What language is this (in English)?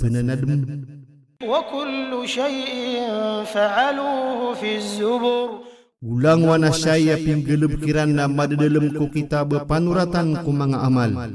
Maranao